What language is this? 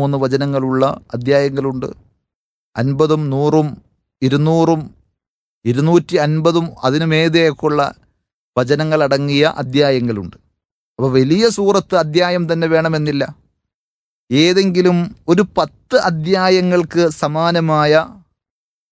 Malayalam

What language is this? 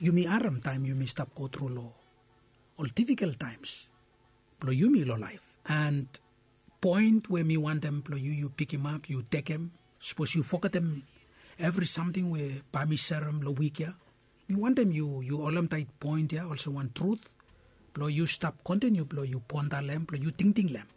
Bislama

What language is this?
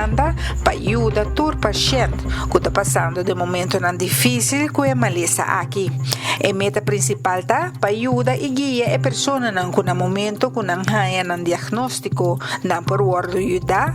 Papiamento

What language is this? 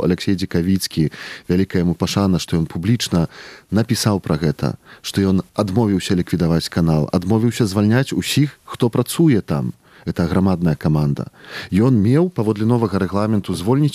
Belarusian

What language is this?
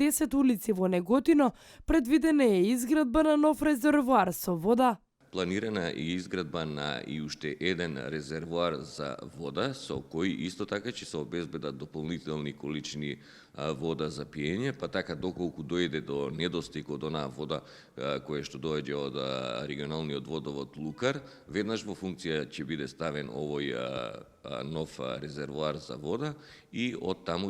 Macedonian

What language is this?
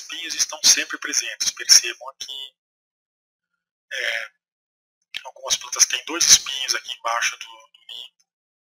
Portuguese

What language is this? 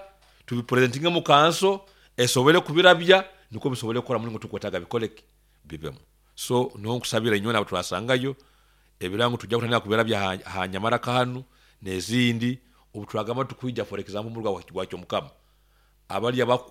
Nyoro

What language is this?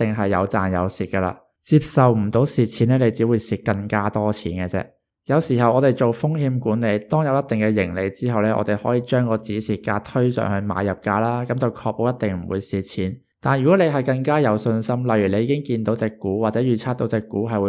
Cantonese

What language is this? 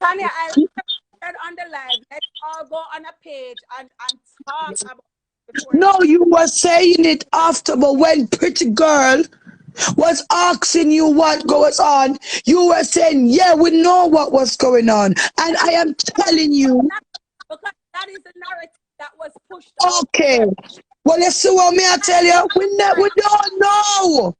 Jamaican Creole English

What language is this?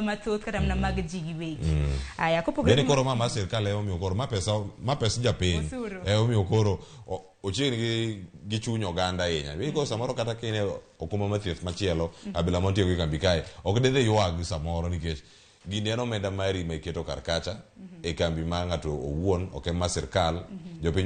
Luo (Kenya and Tanzania)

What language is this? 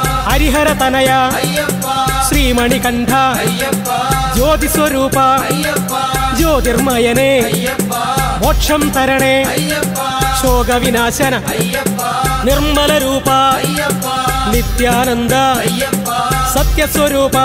Malayalam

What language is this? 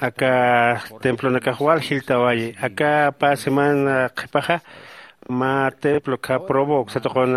Aymara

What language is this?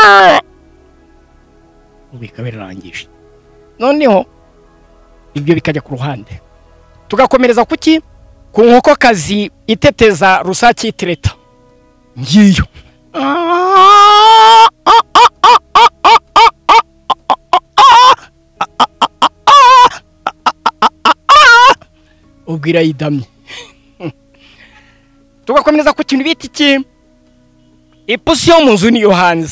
Kinyarwanda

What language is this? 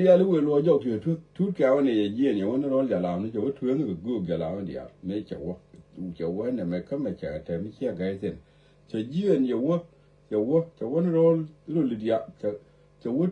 Nuer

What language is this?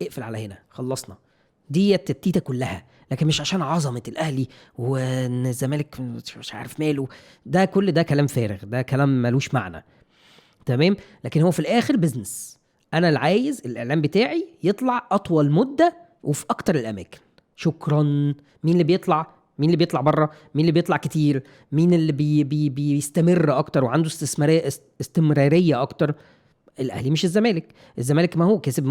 Egyptian Arabic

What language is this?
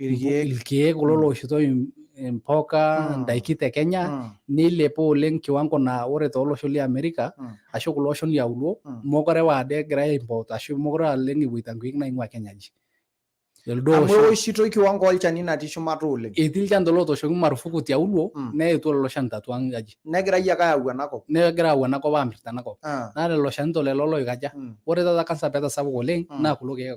Masai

